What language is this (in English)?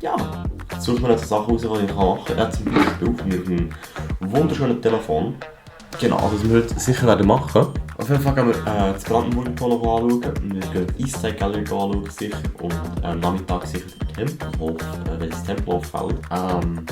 Swiss German